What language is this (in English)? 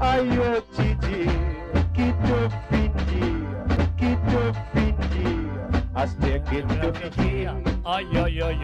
Morisyen